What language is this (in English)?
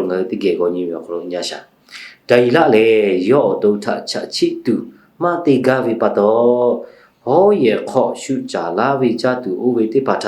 Lahu